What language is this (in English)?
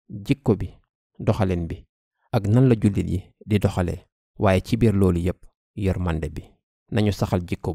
Wolof